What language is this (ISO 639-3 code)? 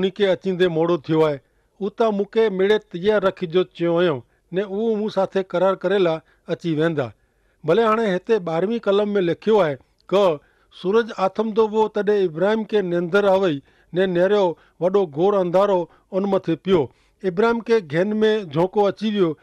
kfr